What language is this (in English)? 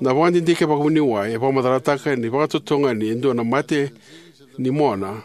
Fijian